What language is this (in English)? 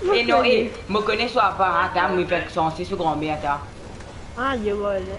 Morisyen